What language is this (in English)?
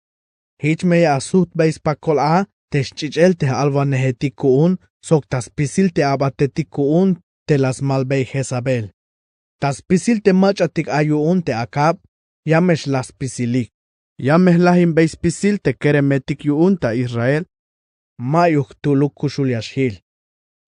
Tzeltal